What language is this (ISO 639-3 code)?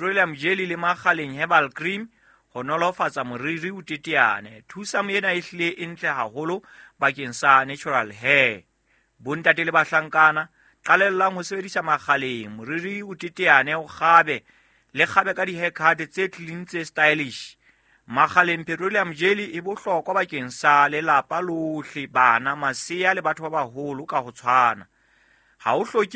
sot